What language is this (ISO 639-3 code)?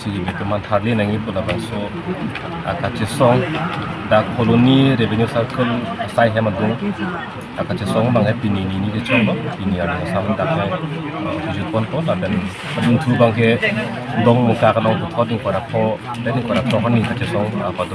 mjw